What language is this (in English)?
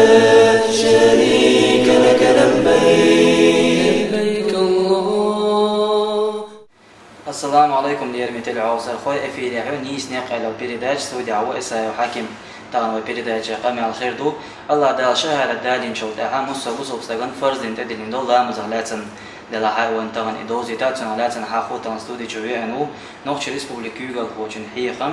Chechen